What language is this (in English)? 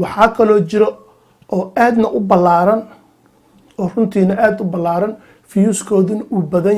Somali